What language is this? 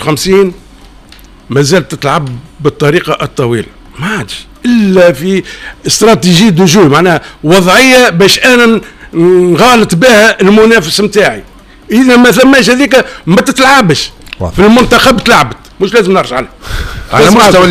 Tunisian Arabic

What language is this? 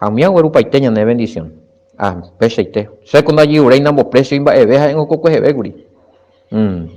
Guarani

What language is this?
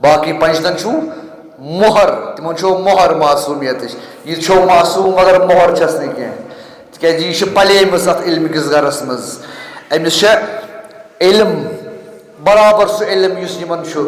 Kashmiri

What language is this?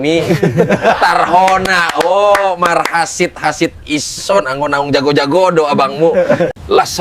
Batak Toba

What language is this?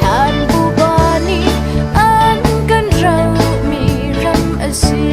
Hakha Chin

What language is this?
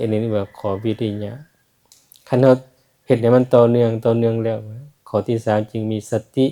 Lao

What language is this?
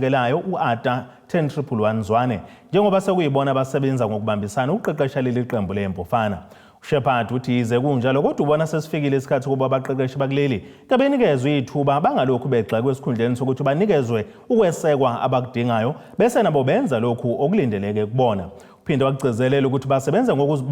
Zulu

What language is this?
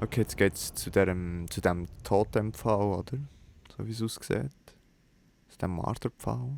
Swiss German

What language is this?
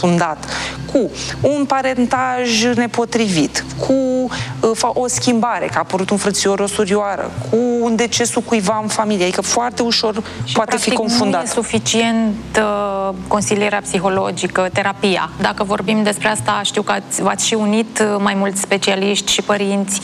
Romanian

